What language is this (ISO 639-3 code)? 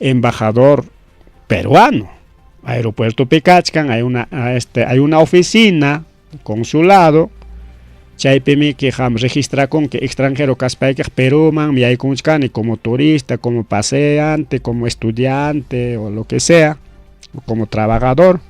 quy